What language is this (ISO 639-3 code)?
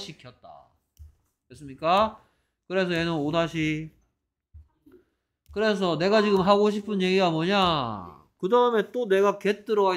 kor